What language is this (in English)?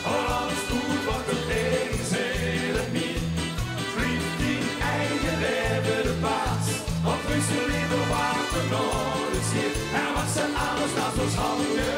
Limburgish